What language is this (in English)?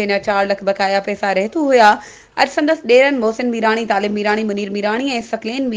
Sindhi